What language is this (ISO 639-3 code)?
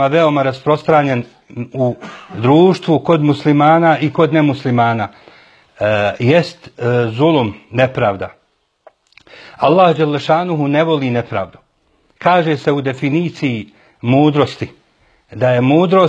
bos